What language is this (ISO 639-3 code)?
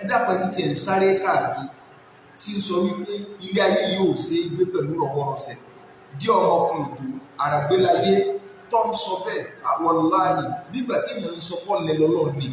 yor